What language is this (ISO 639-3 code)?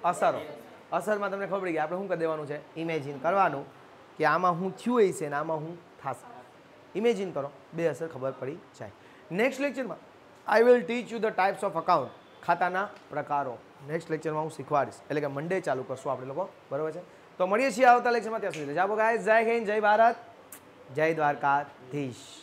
guj